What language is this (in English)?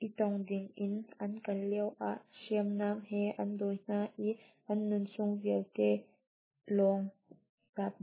Hakha Chin